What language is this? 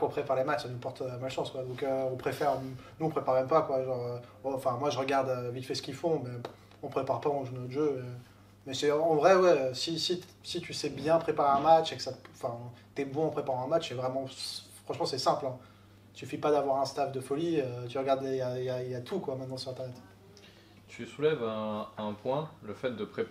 French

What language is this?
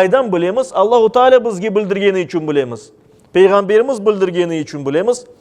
Crimean Tatar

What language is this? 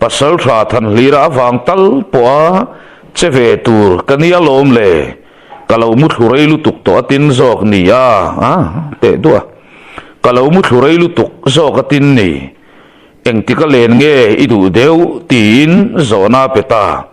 Mizo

